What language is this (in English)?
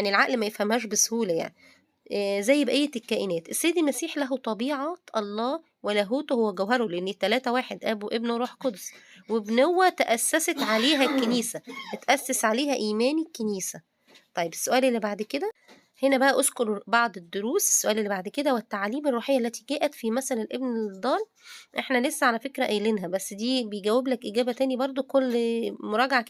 Egyptian Arabic